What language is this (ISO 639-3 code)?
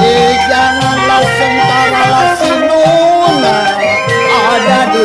bew